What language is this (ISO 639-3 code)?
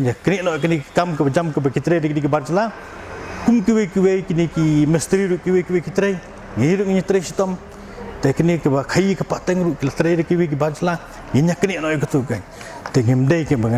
kha